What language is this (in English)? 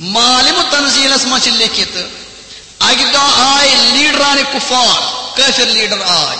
Kashmiri